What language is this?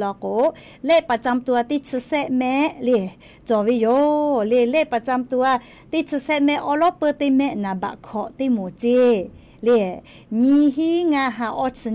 Lahu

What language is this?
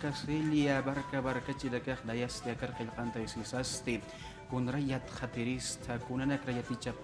Aymara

